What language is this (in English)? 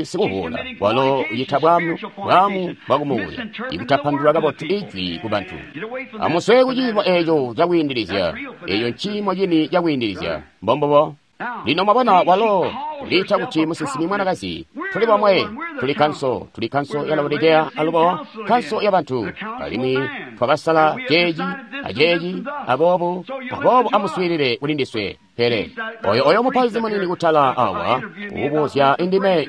Tonga (Zambia)